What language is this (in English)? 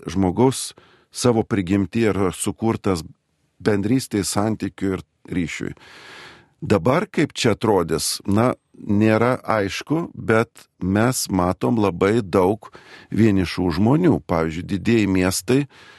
Lithuanian